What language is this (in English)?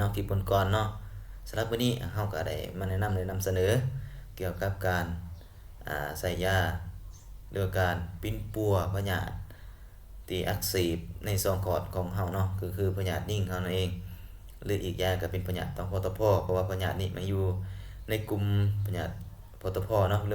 Lao